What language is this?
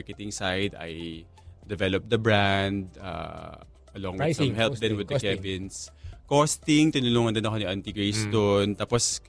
Filipino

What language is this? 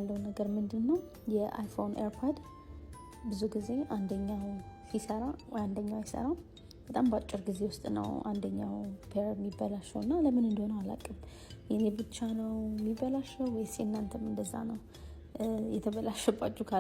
Amharic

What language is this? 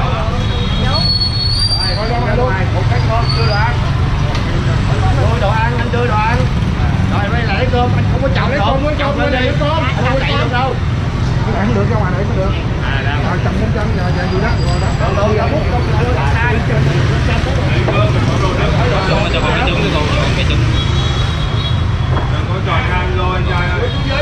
Vietnamese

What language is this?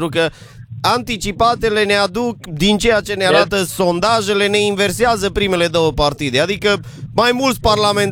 Romanian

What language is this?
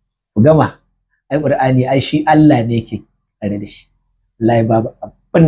Hausa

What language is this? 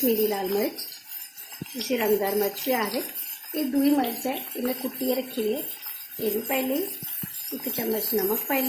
Dogri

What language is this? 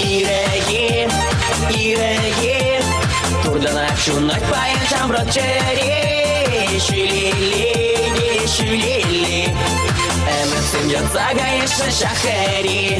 Chuvash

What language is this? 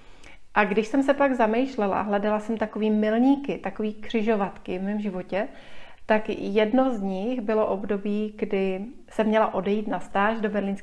Czech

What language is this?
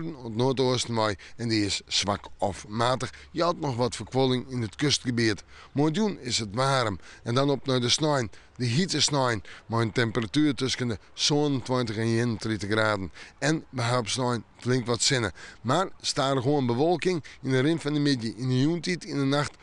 Western Frisian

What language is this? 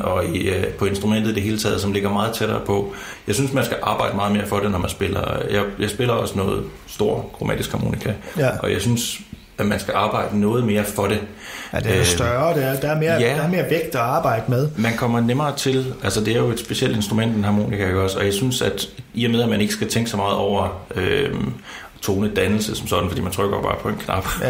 Danish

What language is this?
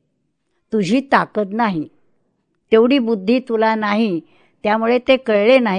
Marathi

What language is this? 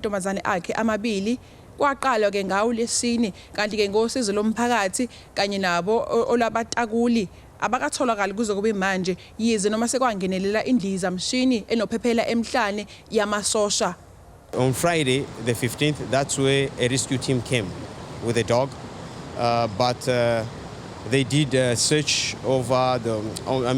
Zulu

